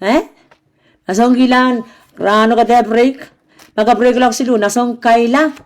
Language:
Pohnpeian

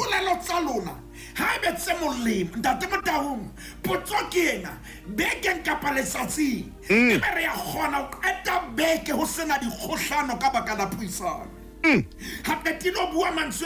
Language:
Southern Sotho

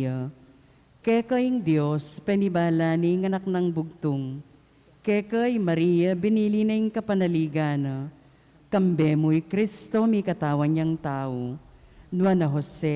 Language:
Pampanga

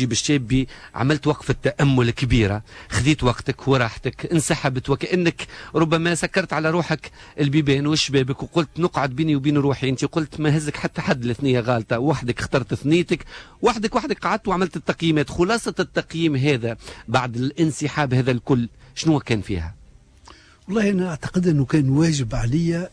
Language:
Tunisian Arabic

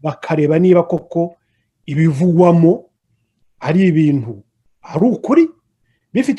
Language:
Kinyarwanda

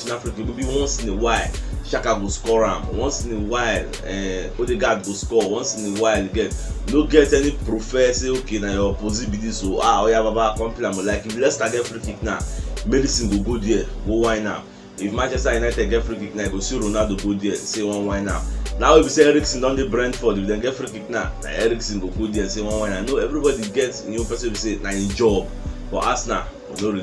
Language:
Nigerian Pidgin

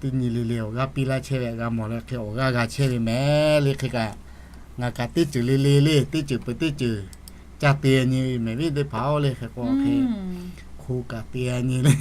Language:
Lahu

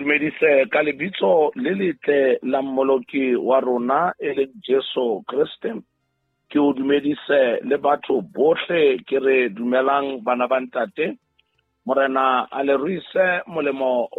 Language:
Southern Sotho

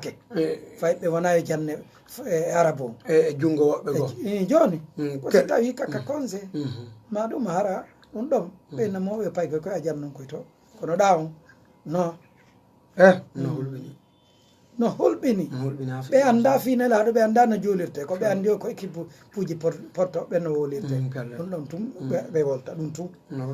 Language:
Fula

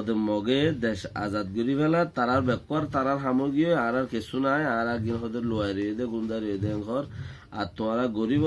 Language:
Rohingya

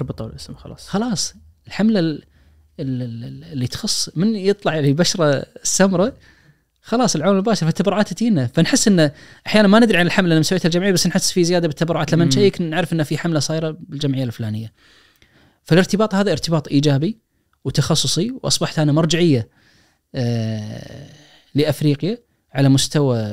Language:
Najdi Arabic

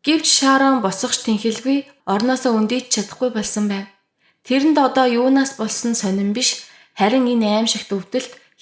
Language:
Mongolian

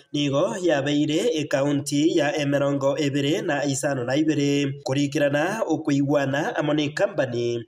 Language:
Gusii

